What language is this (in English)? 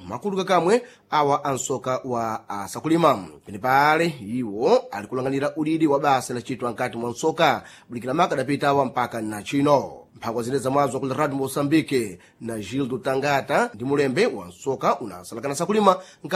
Sena